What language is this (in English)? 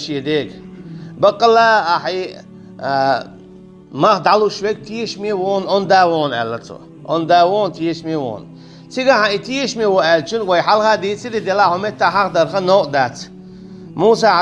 Chechen